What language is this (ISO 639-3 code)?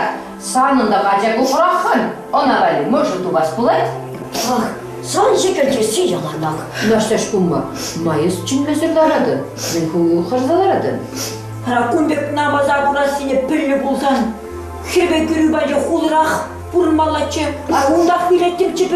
chv